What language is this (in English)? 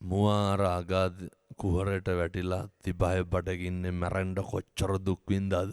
Sinhala